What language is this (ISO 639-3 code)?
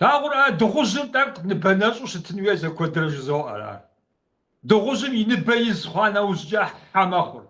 kbd